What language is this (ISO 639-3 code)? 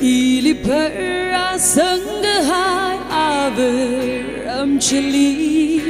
nmf